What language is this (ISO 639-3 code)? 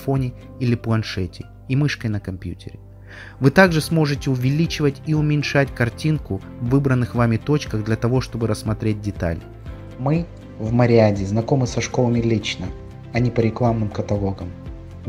rus